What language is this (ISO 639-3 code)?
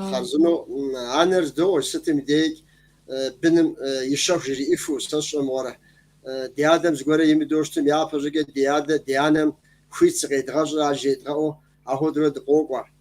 kbd